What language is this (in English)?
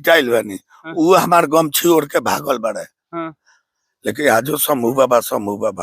Bhojpuri